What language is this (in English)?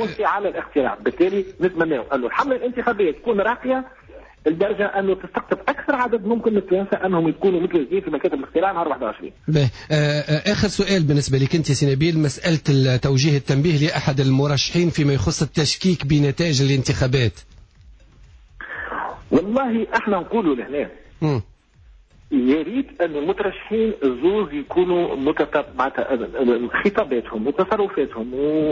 Tunisian Arabic